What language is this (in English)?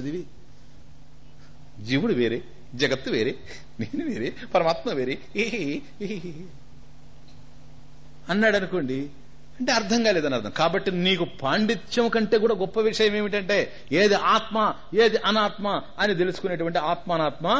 Telugu